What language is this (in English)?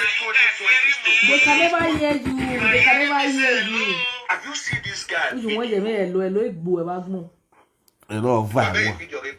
Nigerian Pidgin